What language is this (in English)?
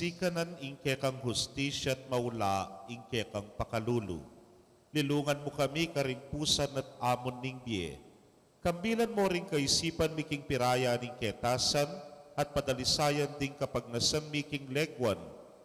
Pampanga